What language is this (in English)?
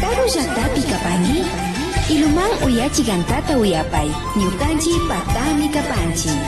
Imbabura Highland Quichua